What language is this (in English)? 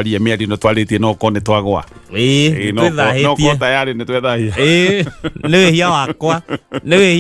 Kikuyu